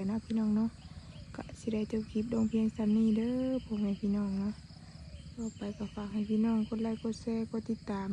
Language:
Lao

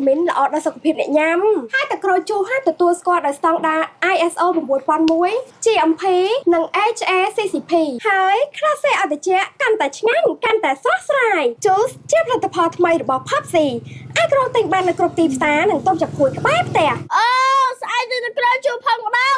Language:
Khmer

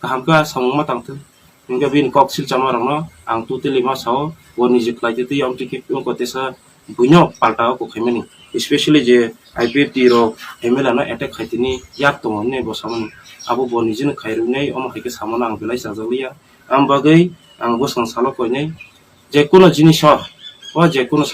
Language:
Kok Borok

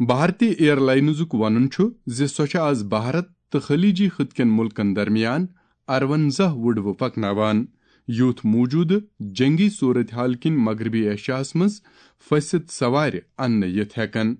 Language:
Kashmiri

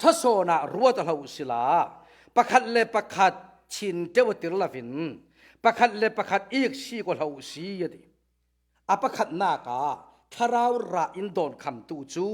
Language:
Falam Chin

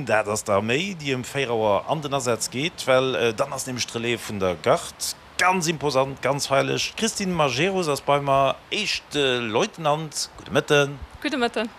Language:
Luxembourgish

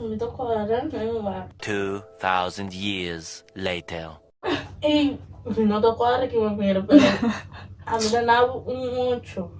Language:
Papiamento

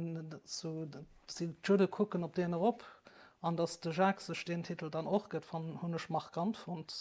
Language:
Luxembourgish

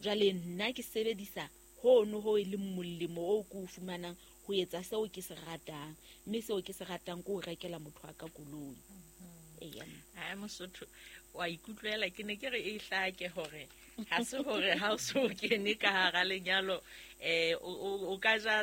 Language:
Southern Sotho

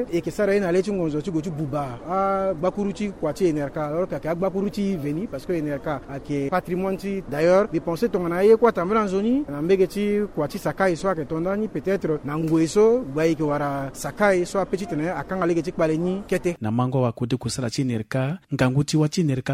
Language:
Sango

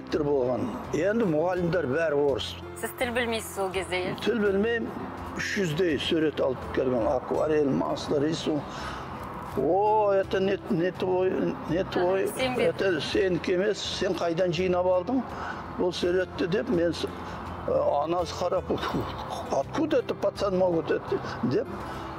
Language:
Kazakh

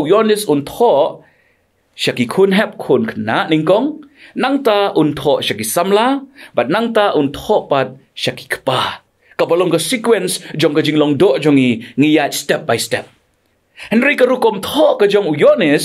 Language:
Khasi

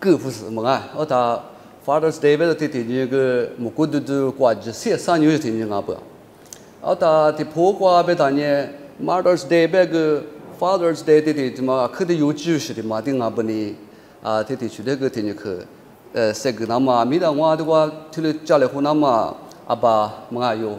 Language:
Lisu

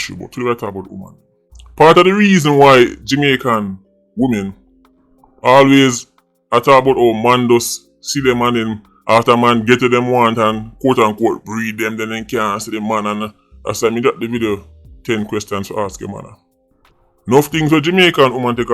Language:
Jamaican Creole English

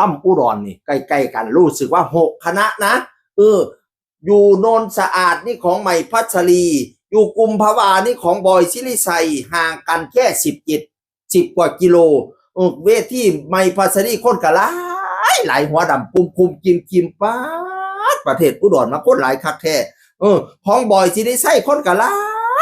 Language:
Northeastern Thai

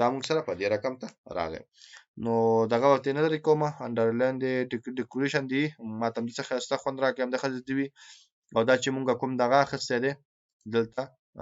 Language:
Pashto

